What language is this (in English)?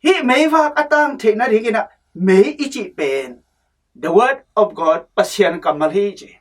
Tedim Chin